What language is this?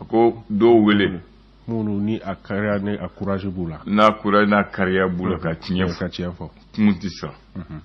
Bambara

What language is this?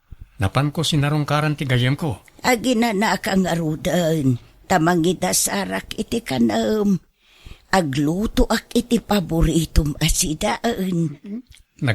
Iloko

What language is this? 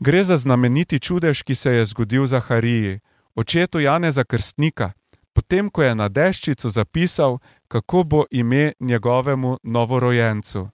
Slovenian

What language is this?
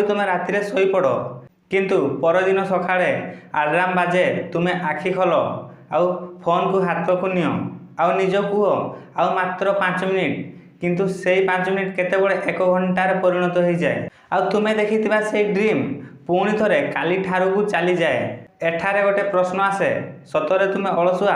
Odia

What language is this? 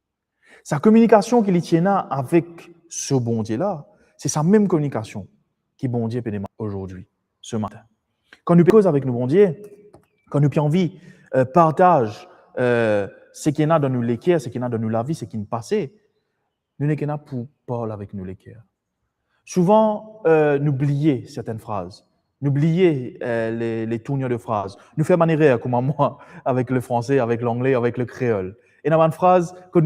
Morisyen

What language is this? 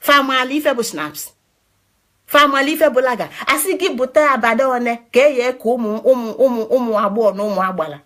Igbo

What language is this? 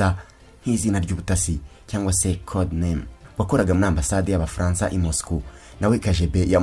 Kinyarwanda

